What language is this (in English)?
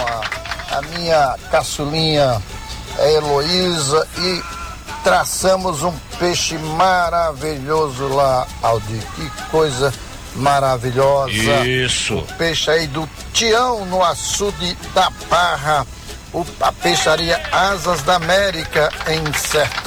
Portuguese